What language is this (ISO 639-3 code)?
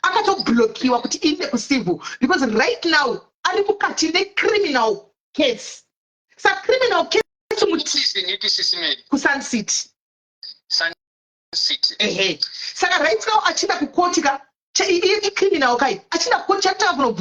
sna